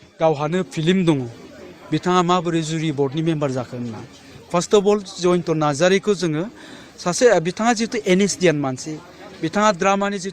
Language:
Bodo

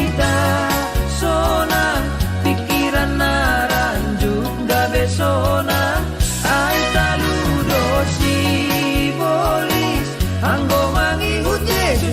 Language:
Batak Simalungun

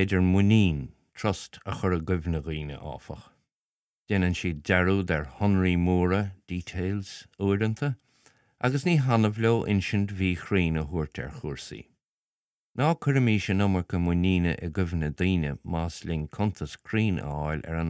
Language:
Irish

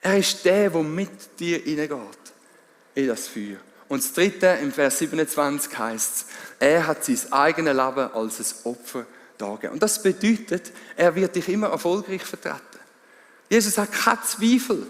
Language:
Swiss German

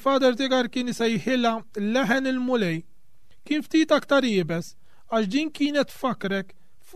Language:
Maltese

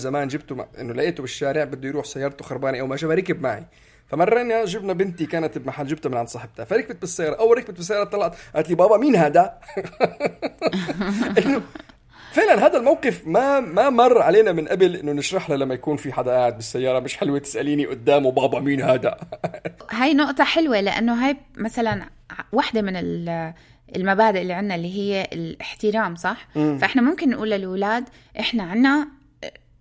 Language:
North Levantine Arabic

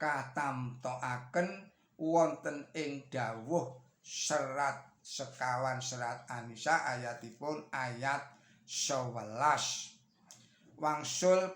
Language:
Javanese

